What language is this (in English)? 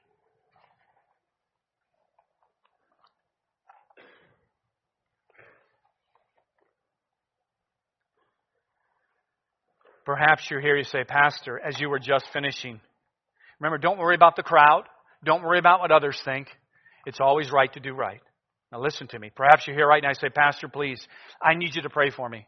English